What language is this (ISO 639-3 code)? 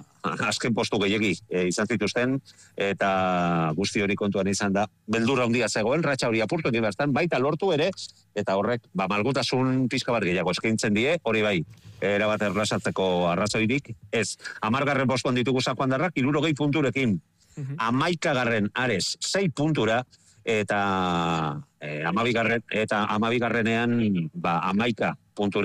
eus